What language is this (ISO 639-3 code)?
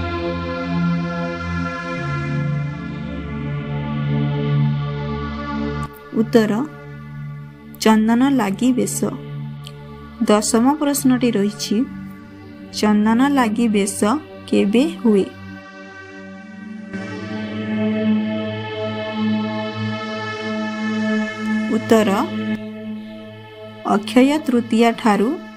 ori